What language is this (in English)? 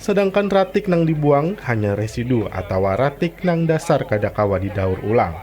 Banjar